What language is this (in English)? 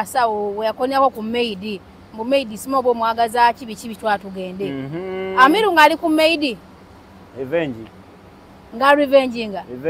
Ganda